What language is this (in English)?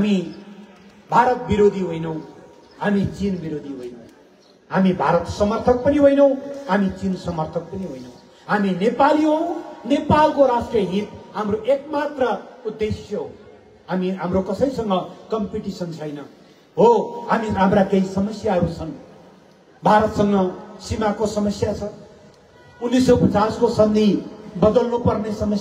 Nepali